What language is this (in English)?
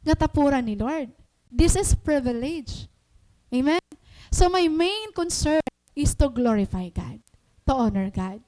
Waray